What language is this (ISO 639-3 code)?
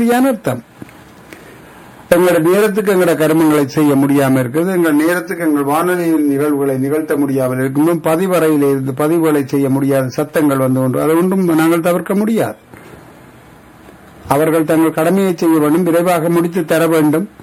tam